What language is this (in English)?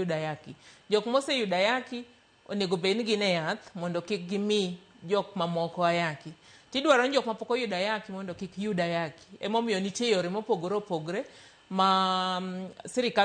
Luo (Kenya and Tanzania)